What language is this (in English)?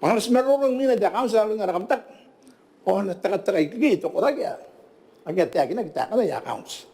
Gilbertese